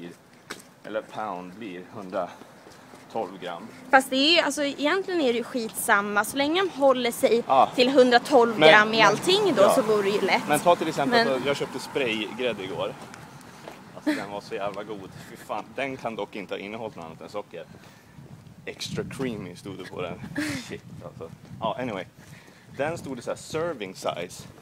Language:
Swedish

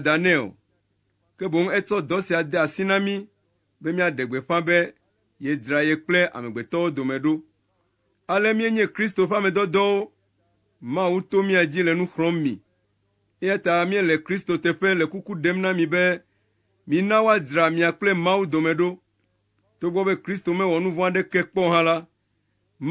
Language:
Ewe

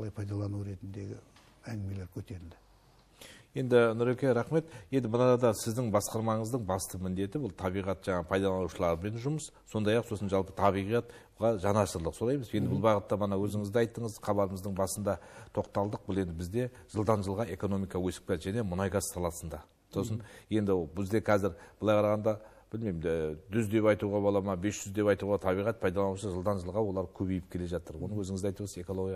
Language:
Kazakh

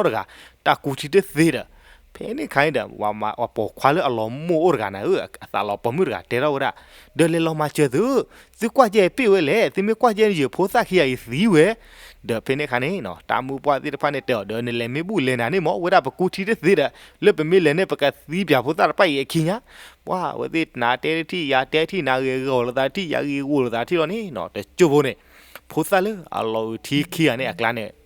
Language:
S'gaw Karen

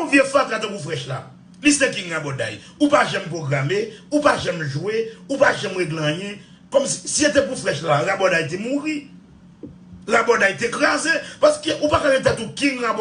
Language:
Haitian Creole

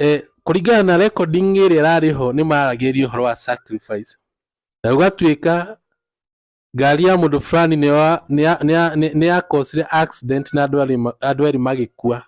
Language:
Kikuyu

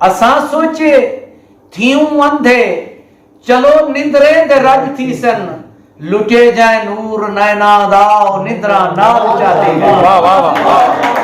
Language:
Saraiki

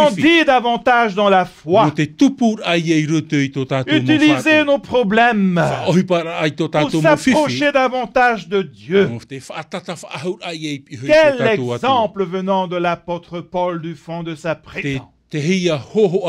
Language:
Tahitian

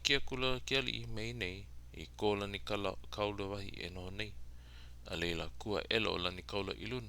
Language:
Hawaiian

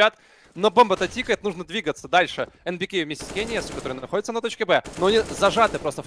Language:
Russian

